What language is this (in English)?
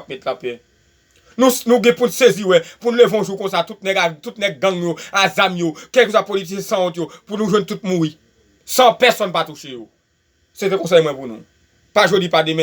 Haitian Creole